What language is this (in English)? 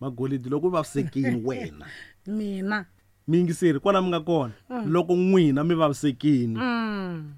Tsonga